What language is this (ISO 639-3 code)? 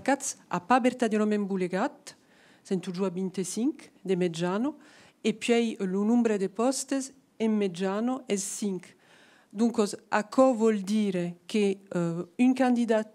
oci